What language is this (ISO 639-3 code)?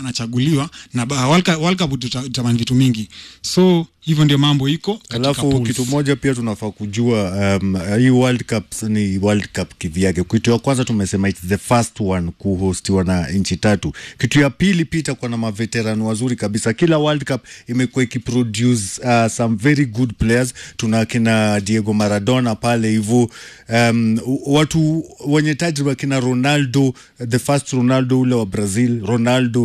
swa